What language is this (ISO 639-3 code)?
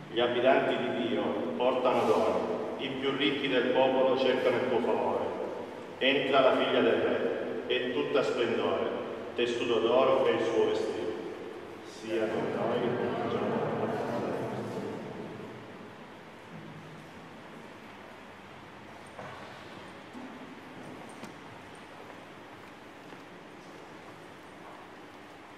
ita